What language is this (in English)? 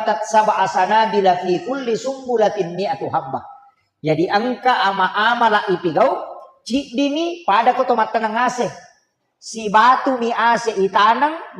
Buginese